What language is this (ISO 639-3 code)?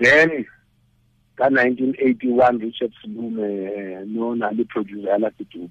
tsn